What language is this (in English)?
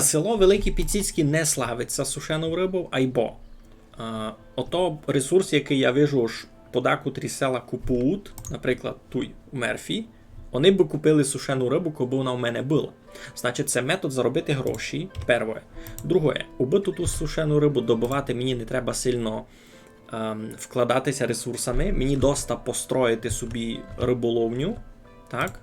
Rusyn